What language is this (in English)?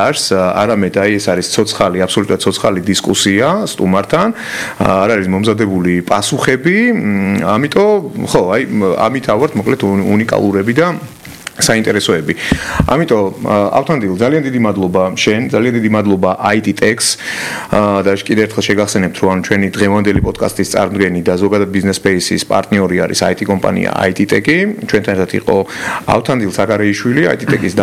Georgian